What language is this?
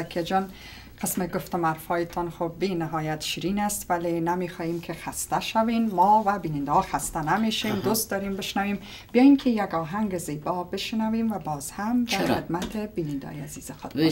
Persian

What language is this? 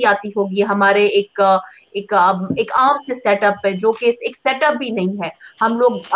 Urdu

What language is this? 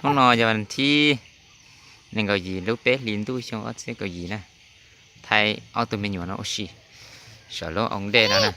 Hmong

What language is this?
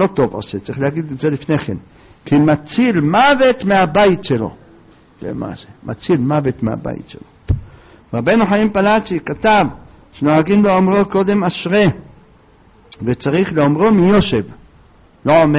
Hebrew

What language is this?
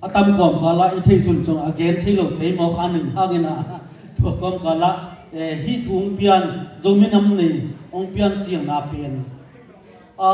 Tedim Chin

